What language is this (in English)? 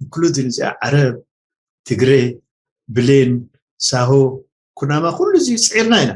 Tigrinya